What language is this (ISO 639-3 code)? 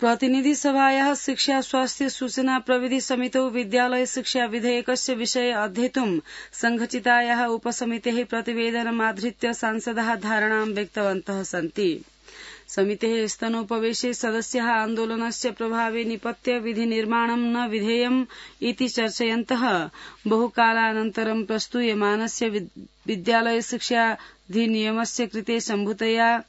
san